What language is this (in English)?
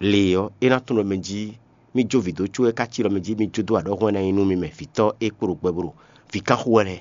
Fon